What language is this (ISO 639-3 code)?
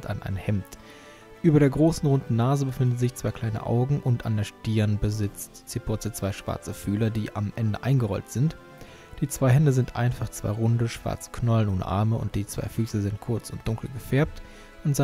deu